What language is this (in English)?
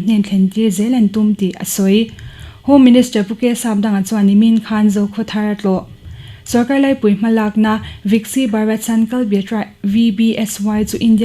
Mizo